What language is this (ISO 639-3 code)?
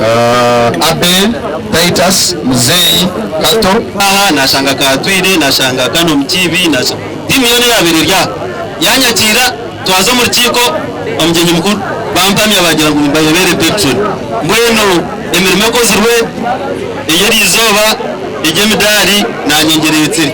nyn